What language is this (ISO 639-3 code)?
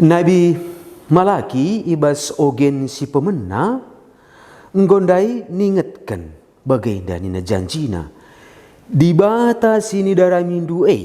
btx